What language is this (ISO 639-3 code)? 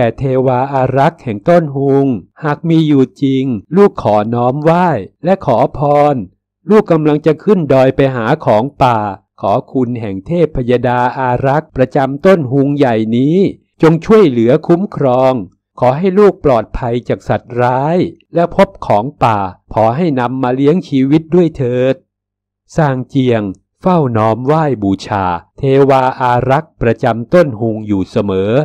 tha